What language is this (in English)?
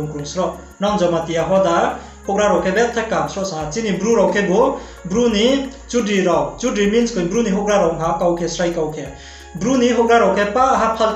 Riang (India)